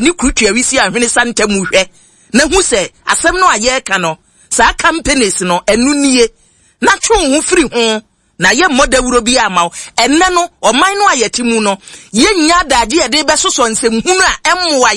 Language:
Akan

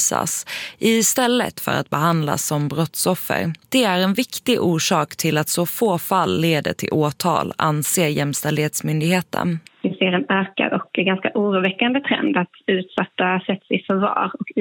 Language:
Swedish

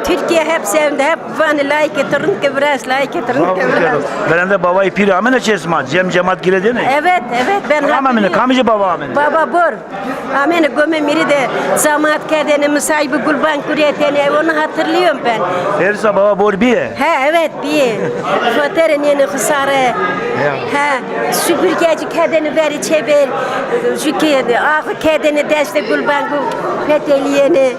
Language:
Zaza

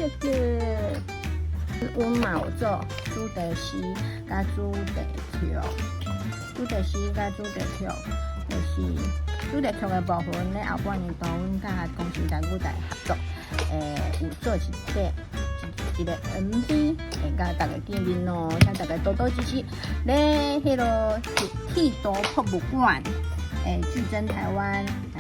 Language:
Min Nan Chinese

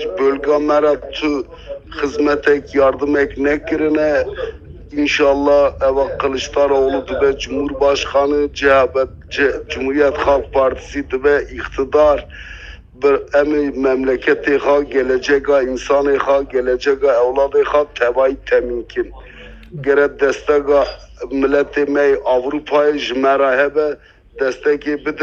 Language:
Kurdish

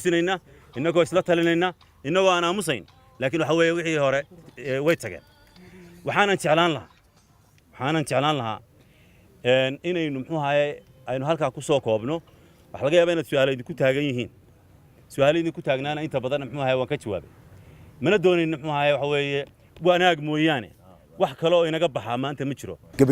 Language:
Somali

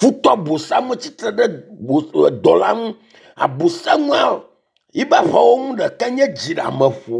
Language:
Ewe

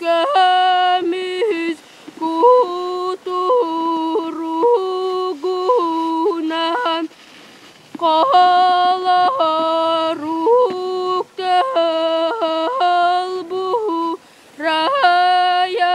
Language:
Yakut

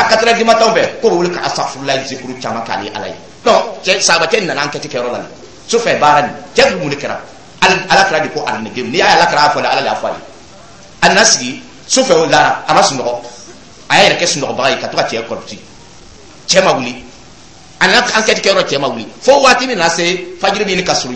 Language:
Dyula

